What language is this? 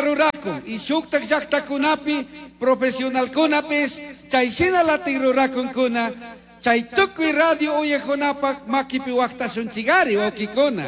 Chimborazo Highland Quichua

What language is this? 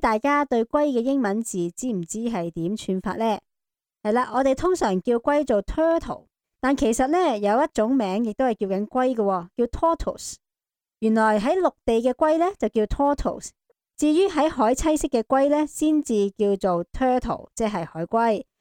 Cantonese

